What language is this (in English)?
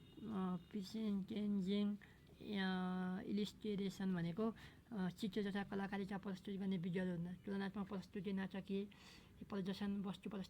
Nepali